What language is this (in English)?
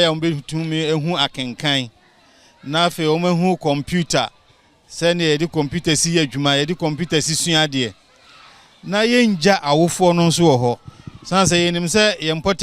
Akan